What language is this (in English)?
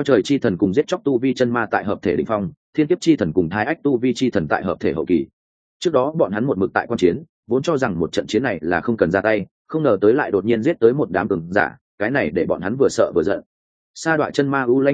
Vietnamese